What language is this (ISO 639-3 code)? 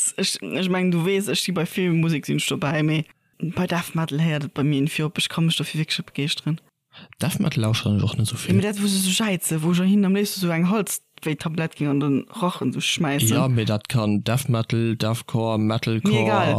ltz